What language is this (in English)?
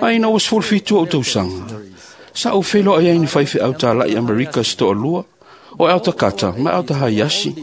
Samoan